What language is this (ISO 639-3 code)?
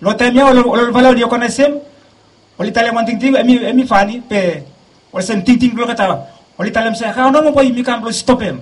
bis